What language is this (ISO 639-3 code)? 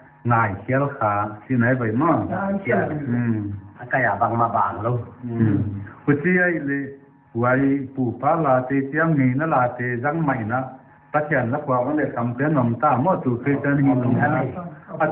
pck